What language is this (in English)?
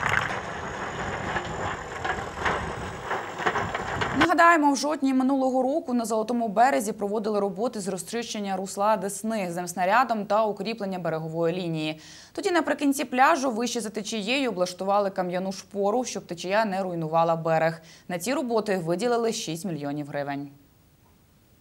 Ukrainian